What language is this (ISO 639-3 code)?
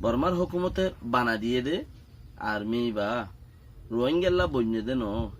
rhg